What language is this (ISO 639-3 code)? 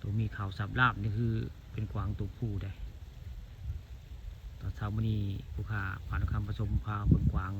tts